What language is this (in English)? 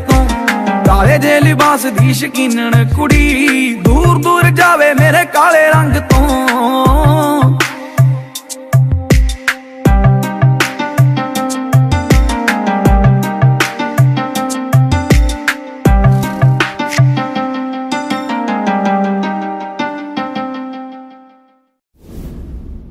Punjabi